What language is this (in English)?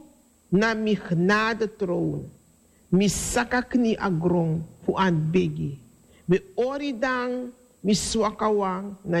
Sranan Tongo